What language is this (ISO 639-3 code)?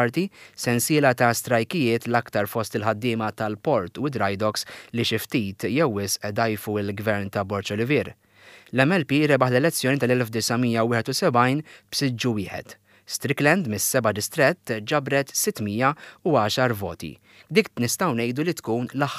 mlt